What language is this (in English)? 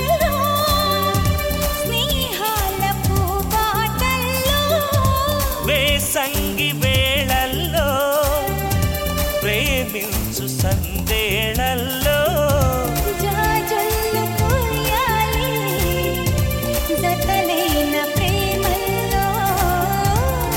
Telugu